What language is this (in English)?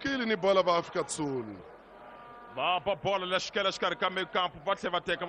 Tsonga